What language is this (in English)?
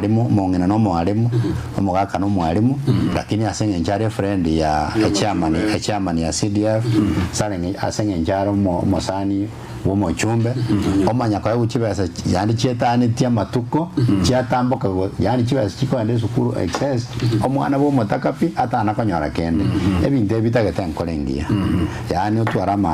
Gusii